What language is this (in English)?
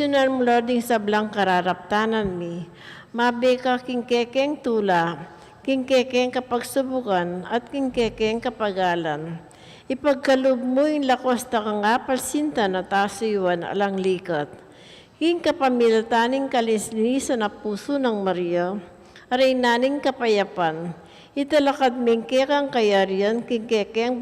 Pampanga